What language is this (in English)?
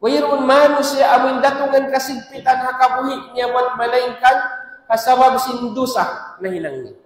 Tausug